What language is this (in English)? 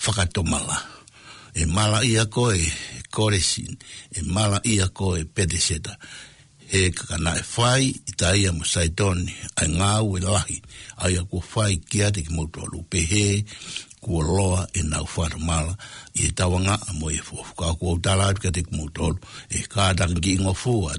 Tongan